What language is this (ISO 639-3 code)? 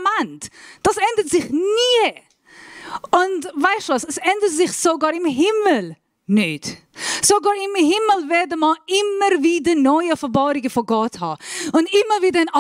gsw